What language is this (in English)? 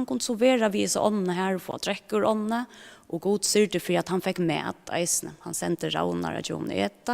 Faroese